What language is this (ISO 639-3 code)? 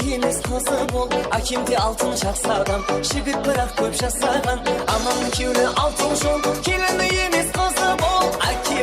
kaa